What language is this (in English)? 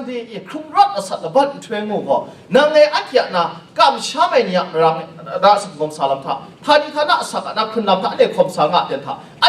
Kachin